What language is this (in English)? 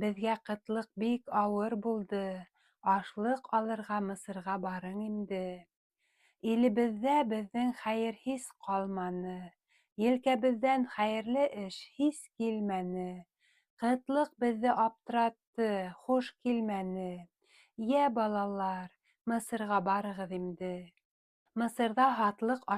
Bashkir